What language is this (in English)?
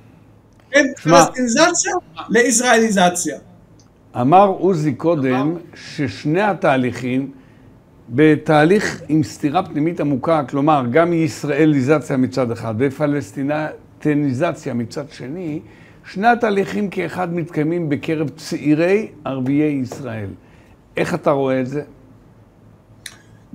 Hebrew